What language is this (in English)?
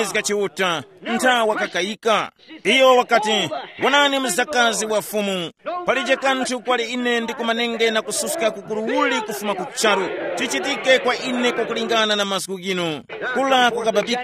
Tumbuka